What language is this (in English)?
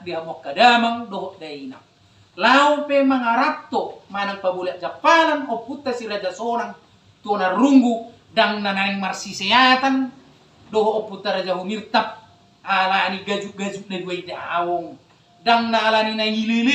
Batak Toba